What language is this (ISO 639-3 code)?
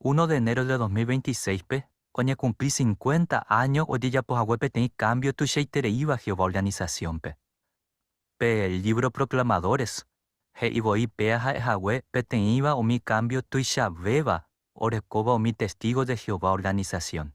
grn